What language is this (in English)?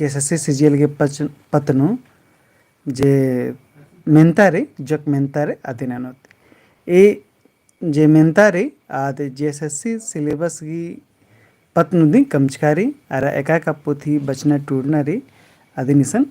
Kurukh